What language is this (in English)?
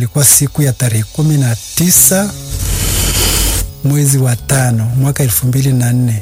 Swahili